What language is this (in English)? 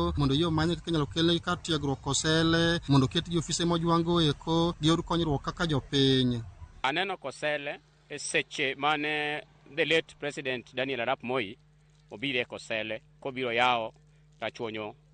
Luo (Kenya and Tanzania)